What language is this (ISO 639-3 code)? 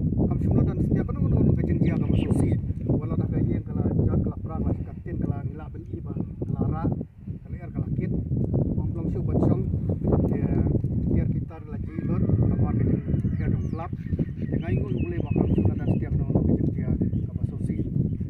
kha